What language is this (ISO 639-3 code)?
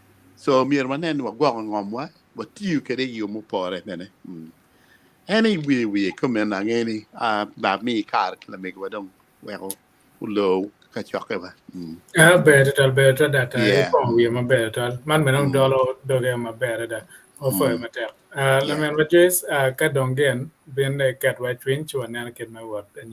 ach